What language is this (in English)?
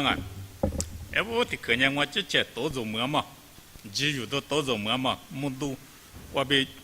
Lisu